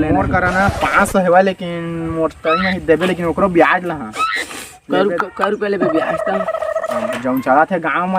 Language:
Chhattisgarhi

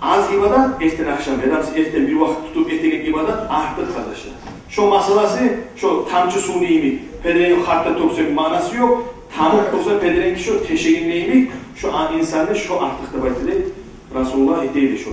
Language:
Kumyk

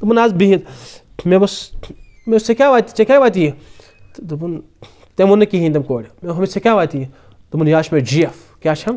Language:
Kashmiri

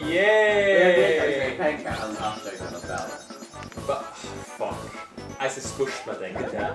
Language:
Faroese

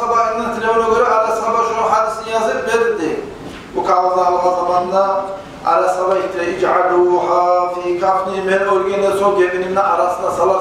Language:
Kumyk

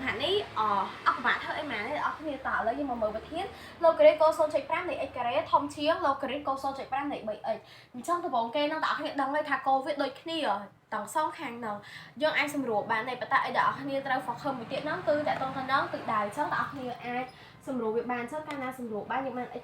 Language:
Khmer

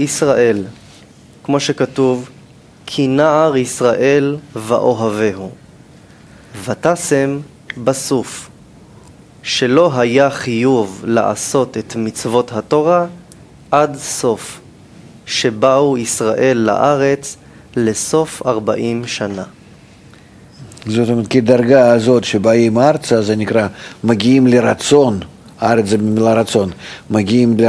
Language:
Hebrew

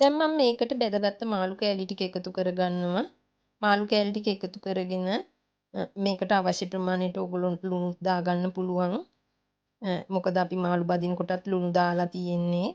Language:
Sinhala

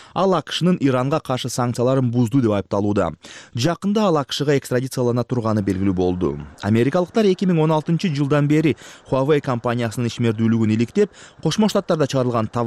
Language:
Kyrgyz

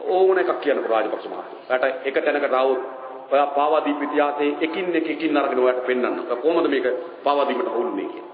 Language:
Sinhala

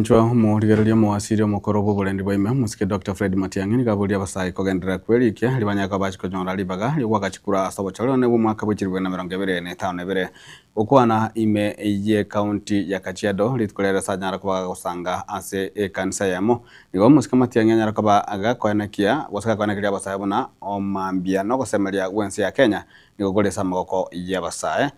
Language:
Gusii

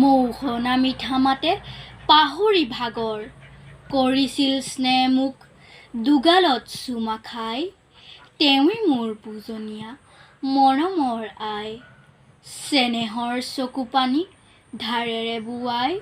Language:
Assamese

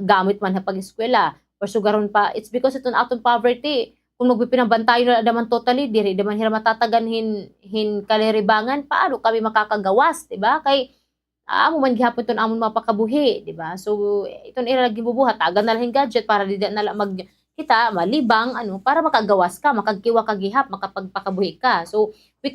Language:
Waray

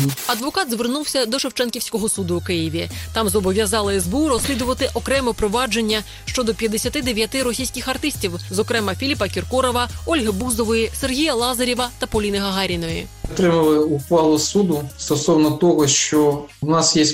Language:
Ukrainian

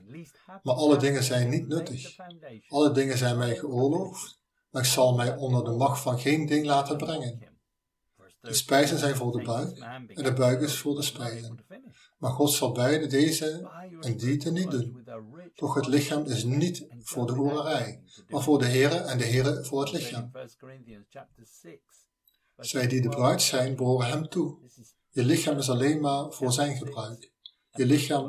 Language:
Dutch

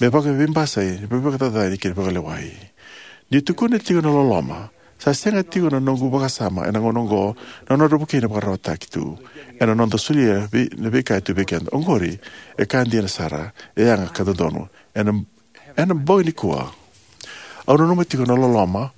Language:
Fijian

